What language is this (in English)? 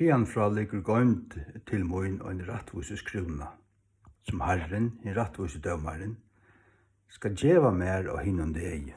Faroese